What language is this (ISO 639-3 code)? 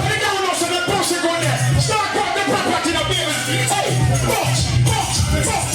jam